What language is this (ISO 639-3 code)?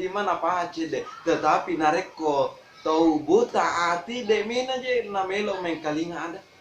bug